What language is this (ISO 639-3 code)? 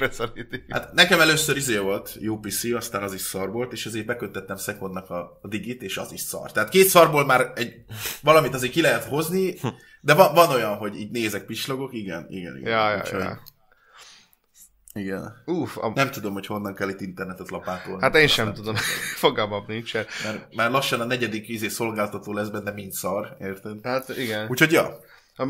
hun